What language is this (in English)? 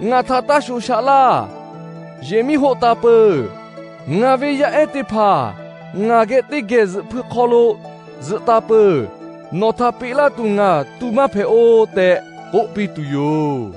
Lahu